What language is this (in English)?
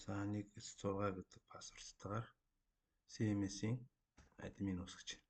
Mongolian